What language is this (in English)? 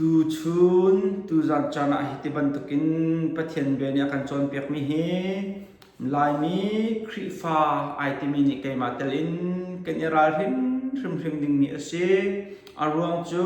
Hakha Chin